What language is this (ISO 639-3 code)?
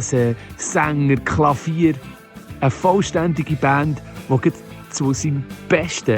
gsw